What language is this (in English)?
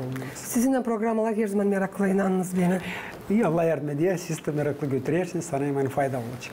Gagauz